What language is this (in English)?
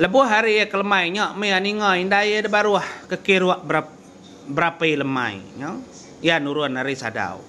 Iban